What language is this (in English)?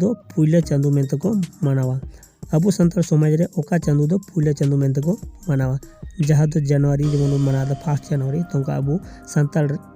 Santali